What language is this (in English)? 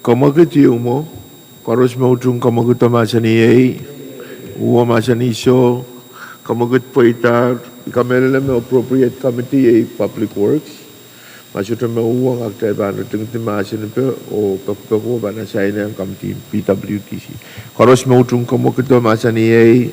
Pohnpeian